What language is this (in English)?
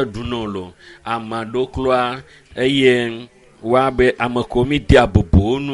Ewe